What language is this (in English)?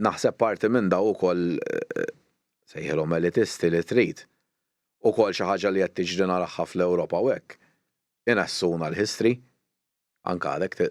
Maltese